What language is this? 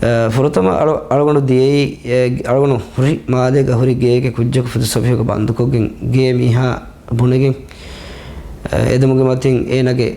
Divehi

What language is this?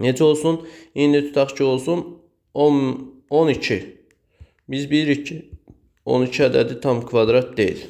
Azerbaijani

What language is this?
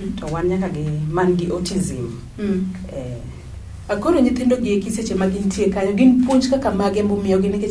Luo (Kenya and Tanzania)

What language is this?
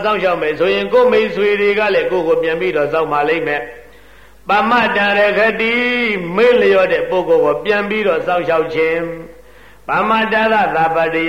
Burmese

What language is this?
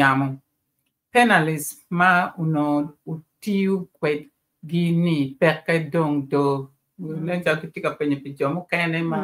Acoli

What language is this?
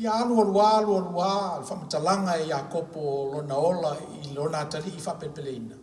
Samoan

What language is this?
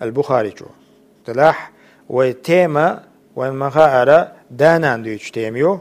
Chechen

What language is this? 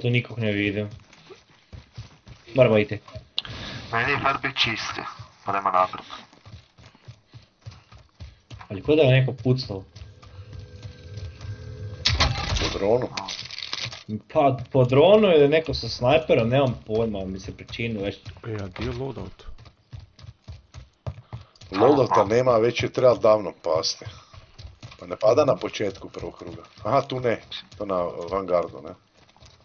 Croatian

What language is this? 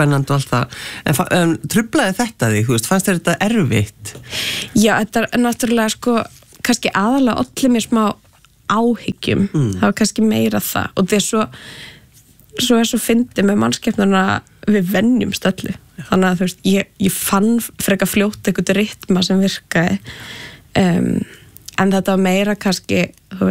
Icelandic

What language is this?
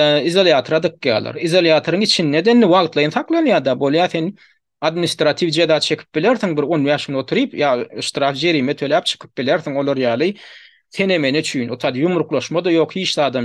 Turkmen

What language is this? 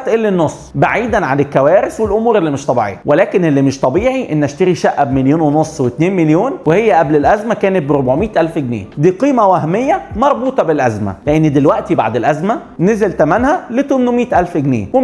Egyptian Arabic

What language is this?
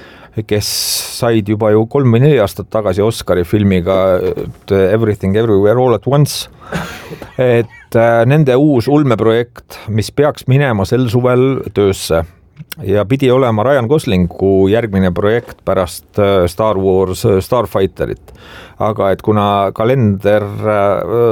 Estonian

